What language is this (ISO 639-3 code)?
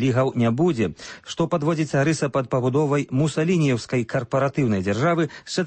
bel